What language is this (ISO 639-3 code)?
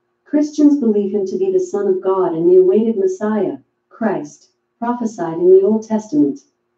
eng